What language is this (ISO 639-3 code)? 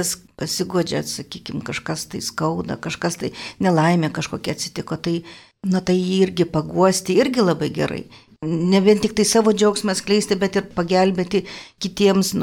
lit